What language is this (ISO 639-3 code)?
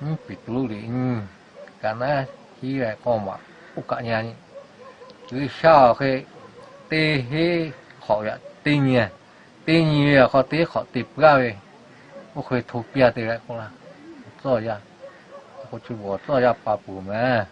lhu